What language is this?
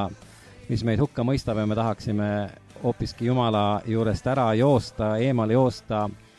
Estonian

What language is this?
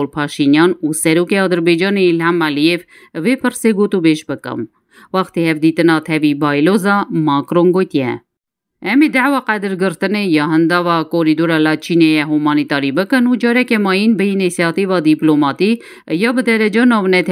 Kurdish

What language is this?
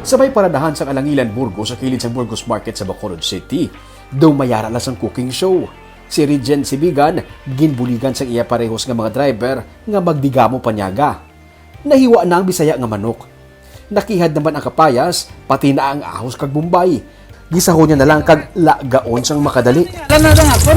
Hiligaynon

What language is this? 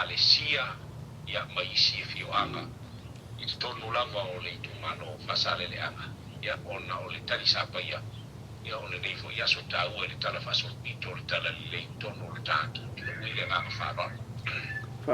Samoan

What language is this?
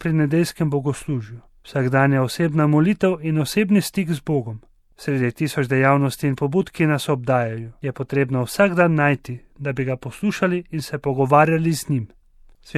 Slovenian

